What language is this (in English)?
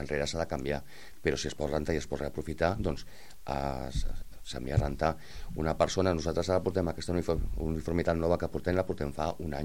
Catalan